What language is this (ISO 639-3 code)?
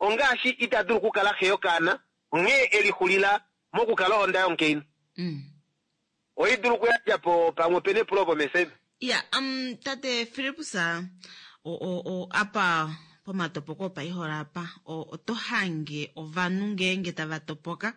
kua